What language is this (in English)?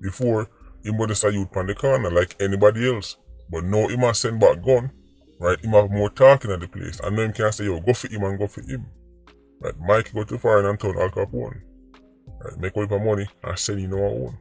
Jamaican Creole English